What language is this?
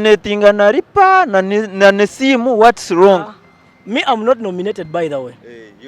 Nyankole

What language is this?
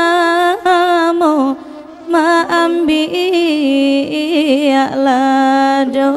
Minangkabau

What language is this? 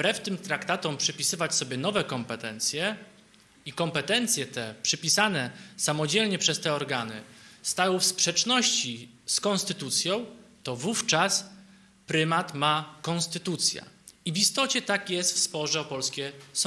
Polish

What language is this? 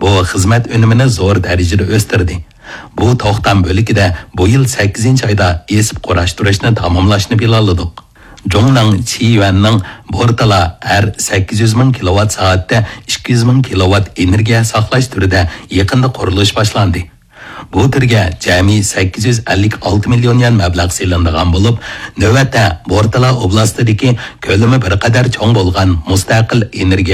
Uyghur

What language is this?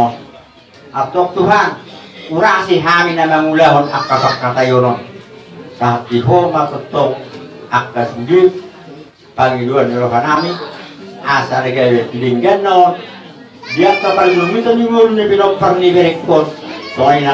Batak Toba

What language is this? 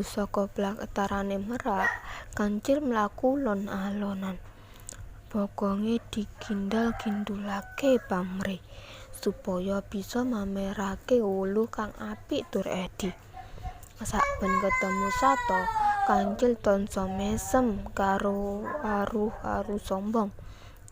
Javanese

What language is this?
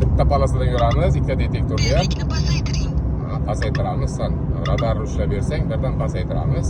Uzbek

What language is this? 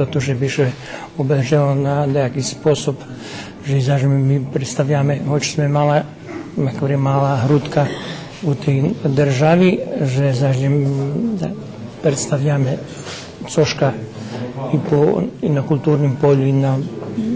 Rusyn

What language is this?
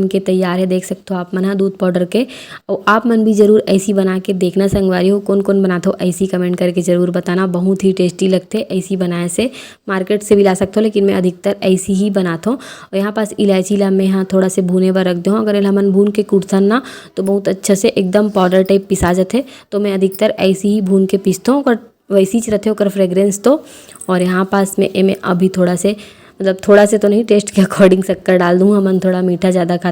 Chhattisgarhi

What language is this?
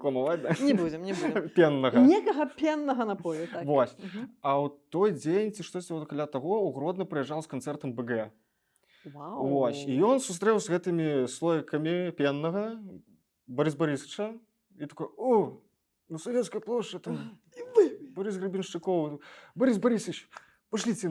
Belarusian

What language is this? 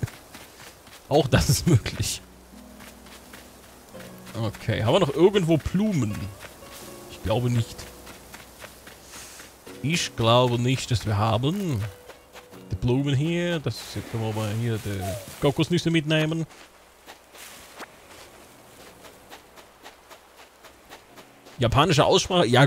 German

